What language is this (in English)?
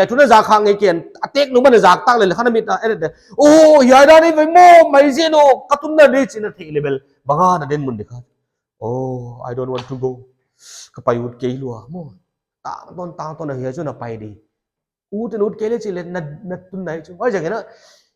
Paite Chin